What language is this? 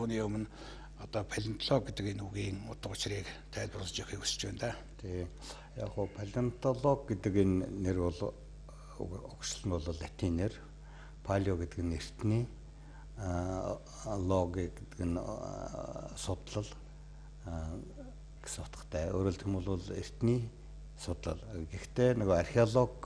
Mongolian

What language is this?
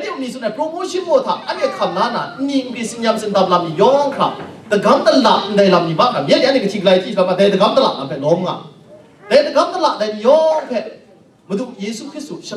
Kachin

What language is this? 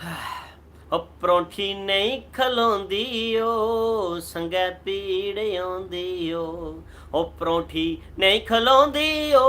Dogri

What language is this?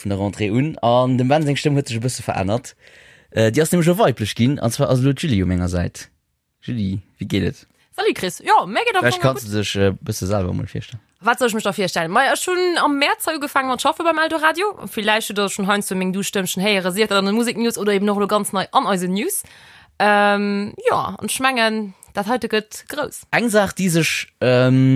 Luxembourgish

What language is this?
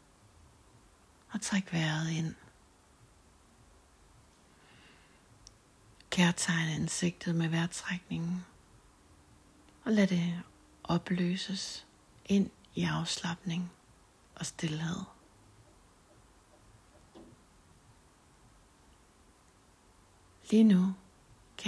Danish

